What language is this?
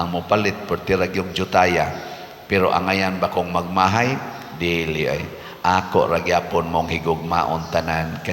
Cebuano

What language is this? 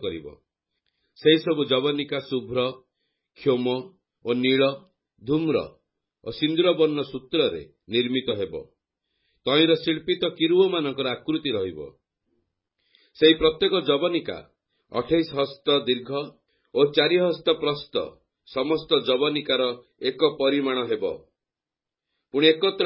Odia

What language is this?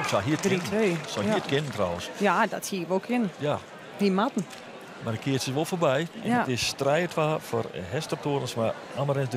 Western Frisian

